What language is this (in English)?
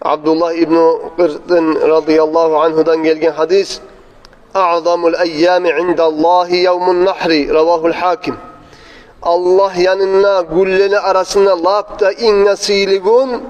Kumyk